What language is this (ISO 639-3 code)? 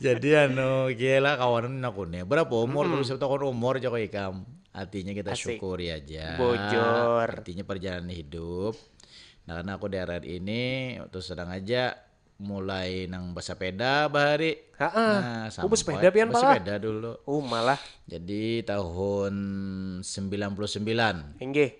bjn